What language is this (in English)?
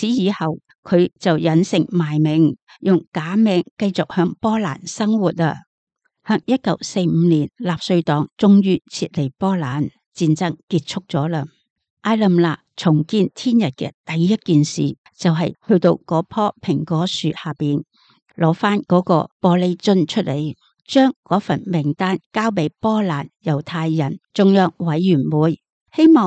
Cantonese